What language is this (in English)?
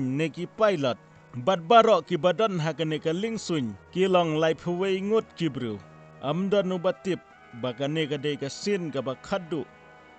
Khasi